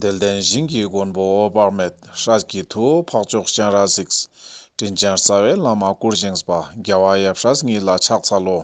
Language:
Ladakhi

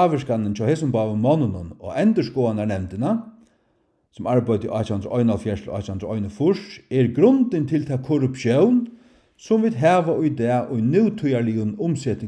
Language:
Faroese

